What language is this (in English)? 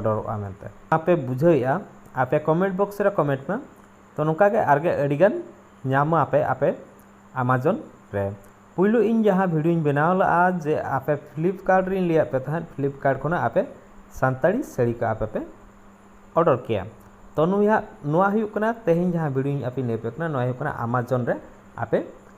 Santali